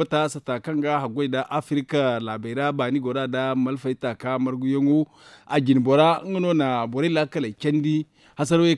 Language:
Zarma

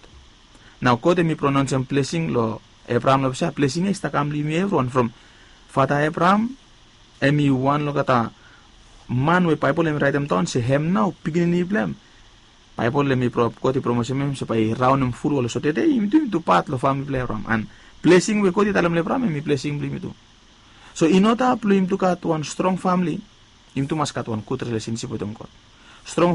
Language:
Bislama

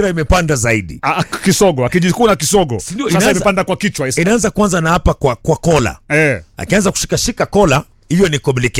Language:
Swahili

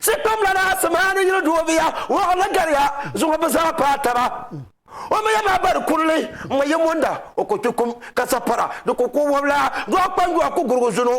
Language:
Dagbani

